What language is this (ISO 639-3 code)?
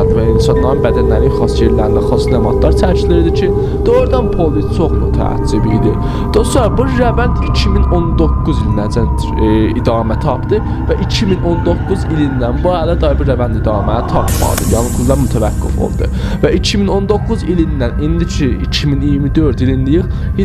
azb